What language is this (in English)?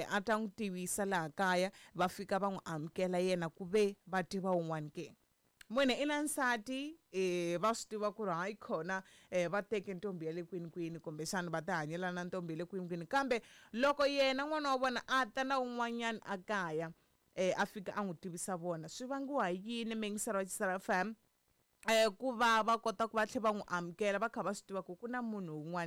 Tsonga